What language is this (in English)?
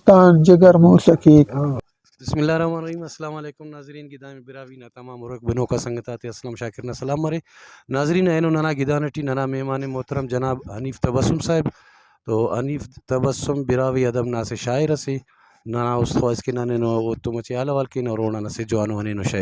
Brahui